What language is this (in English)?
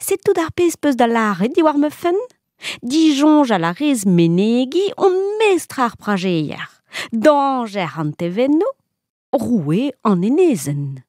Breton